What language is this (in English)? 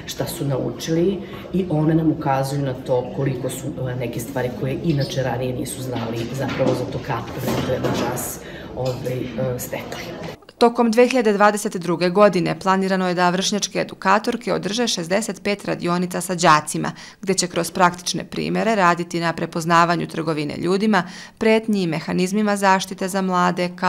Serbian